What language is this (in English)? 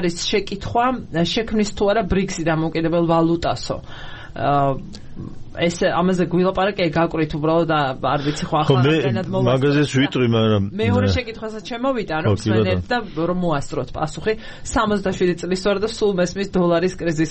Georgian